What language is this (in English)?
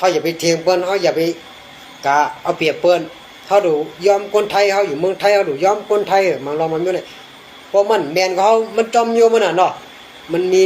Shan